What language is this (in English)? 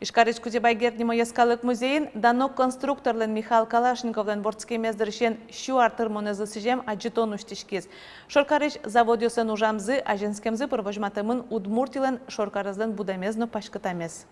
Udmurt